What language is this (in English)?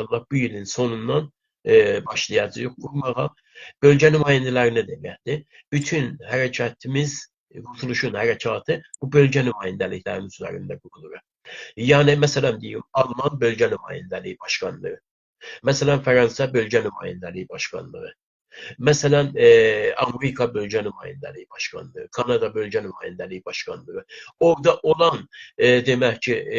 South Azerbaijani